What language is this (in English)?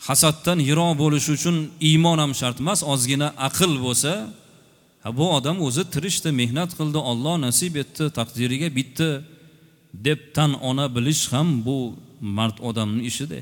Uzbek